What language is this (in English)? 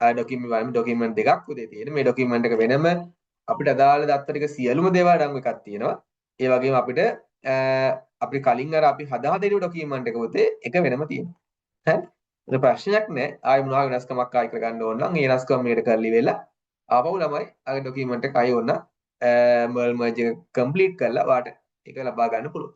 Sinhala